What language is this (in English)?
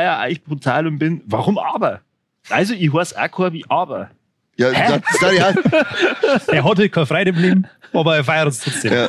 Bavarian